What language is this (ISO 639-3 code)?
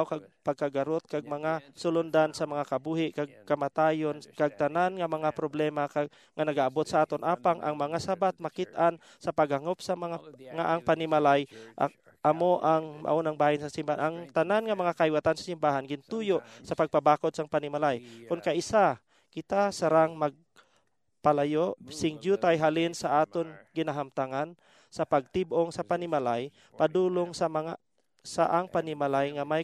hil